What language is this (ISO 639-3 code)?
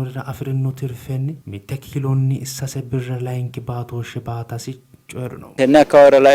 sid